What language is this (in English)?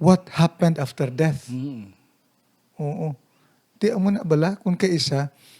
Hiligaynon